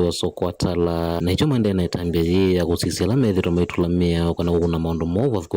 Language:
Kamba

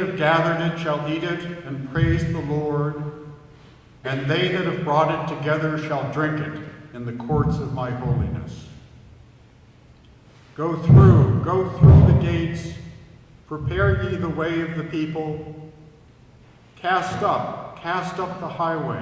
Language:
English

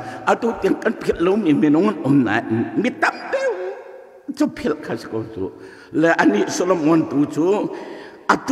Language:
Hakha Chin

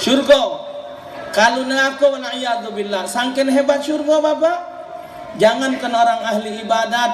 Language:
Musi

